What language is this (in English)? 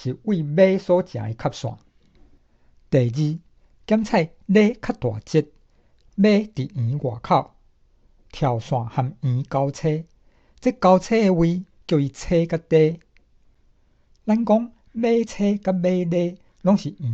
Min Nan Chinese